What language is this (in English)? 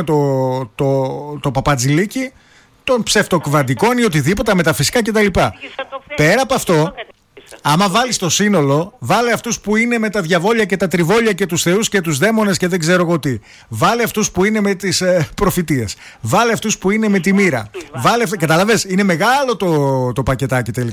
Greek